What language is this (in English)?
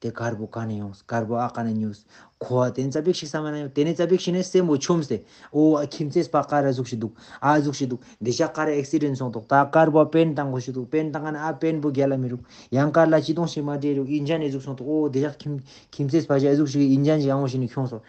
Ladakhi